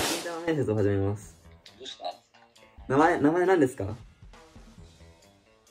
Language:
Japanese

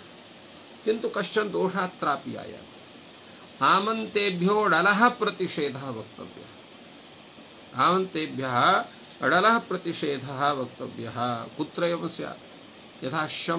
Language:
Sanskrit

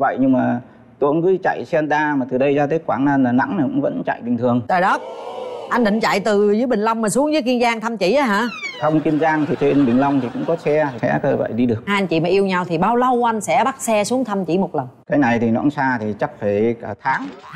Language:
Vietnamese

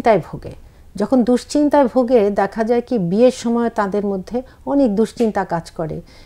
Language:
Bangla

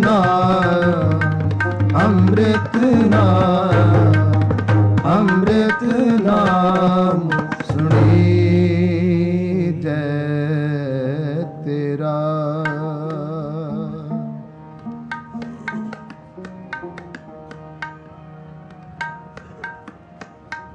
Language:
Punjabi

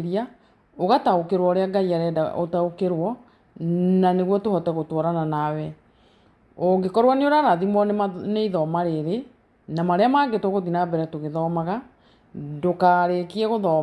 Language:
Kikuyu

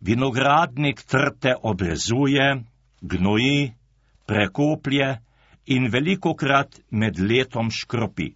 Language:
Slovenian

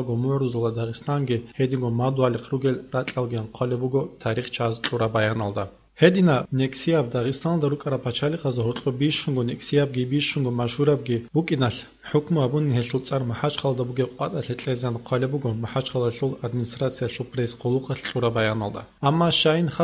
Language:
Avaric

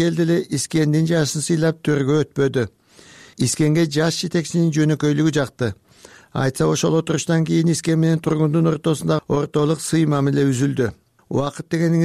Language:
Kyrgyz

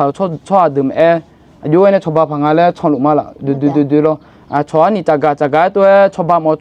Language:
Akha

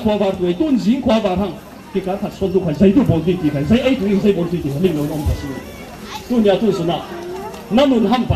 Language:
Falam Chin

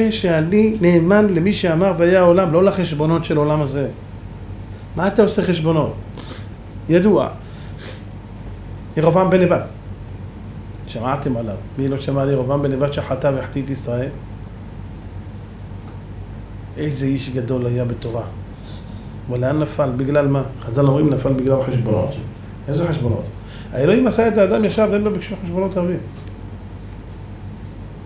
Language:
Hebrew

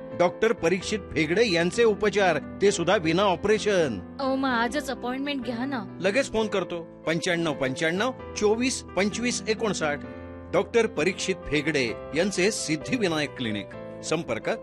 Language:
Marathi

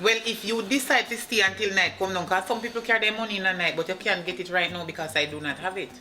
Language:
Jamaican Creole English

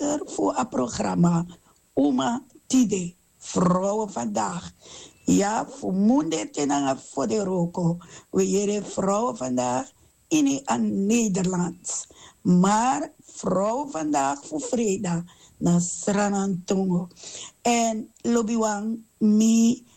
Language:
Sranan Tongo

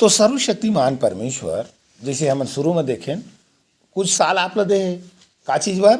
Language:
Chhattisgarhi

